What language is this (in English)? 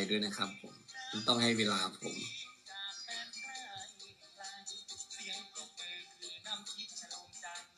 Thai